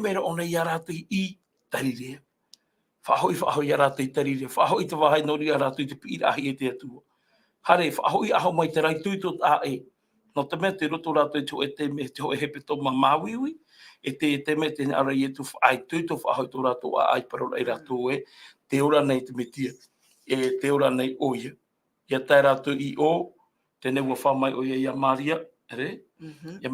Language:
Tahitian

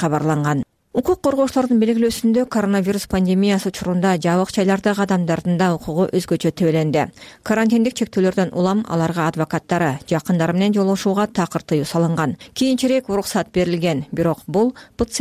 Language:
Kyrgyz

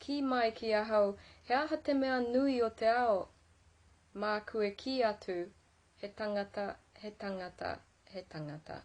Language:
Māori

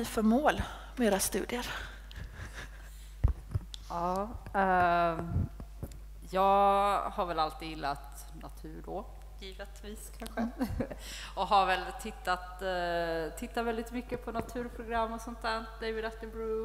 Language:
Swedish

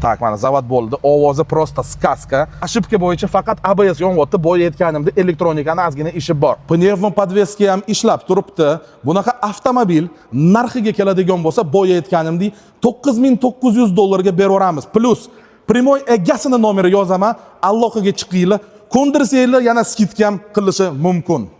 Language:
Uzbek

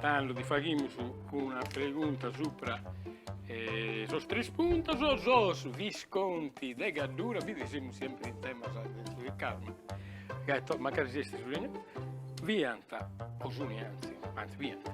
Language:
Sardinian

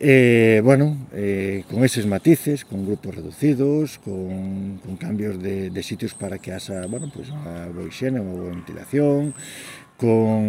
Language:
Galician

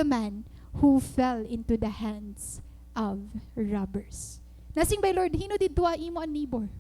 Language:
Waray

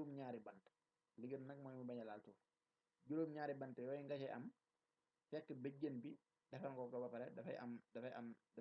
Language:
Wolof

